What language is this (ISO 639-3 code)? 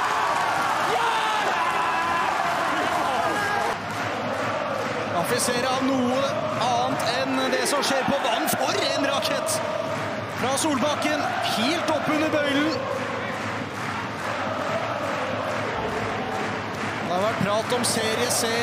nor